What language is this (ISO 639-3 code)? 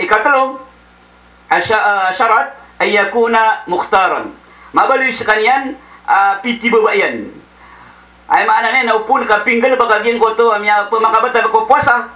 mrw